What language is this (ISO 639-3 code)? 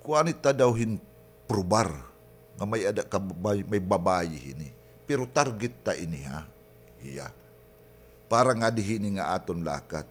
war